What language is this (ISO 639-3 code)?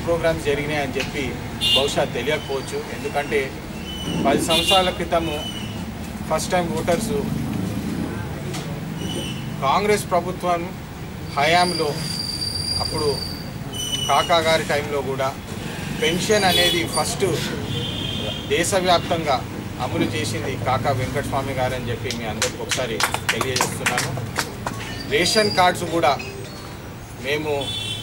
tel